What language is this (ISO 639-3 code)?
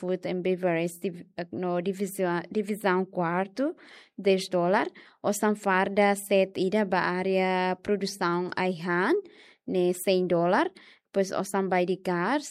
tet